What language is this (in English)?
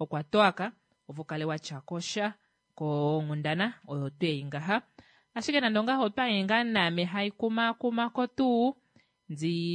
Kuanyama